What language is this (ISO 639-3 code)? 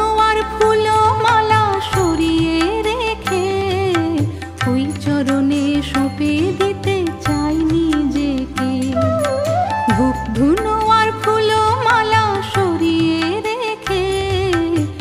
ben